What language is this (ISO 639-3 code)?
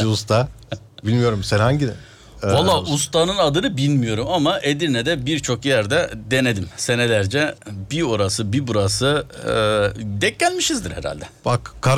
tur